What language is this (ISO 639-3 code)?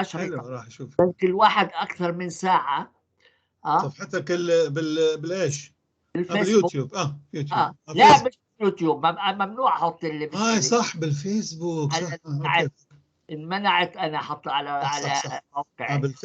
apc